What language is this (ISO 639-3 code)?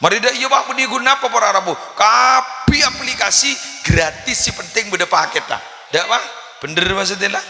mad